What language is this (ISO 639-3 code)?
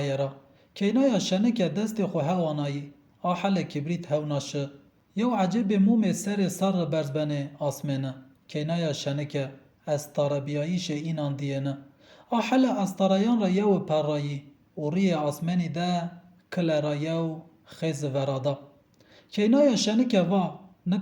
zza